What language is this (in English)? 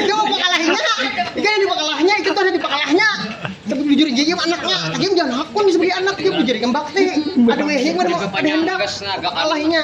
Banjar